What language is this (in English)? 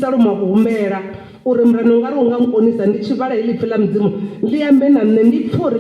Venda